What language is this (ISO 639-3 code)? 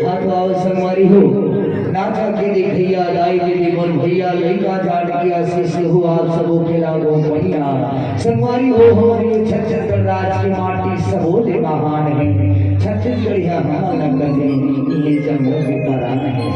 hne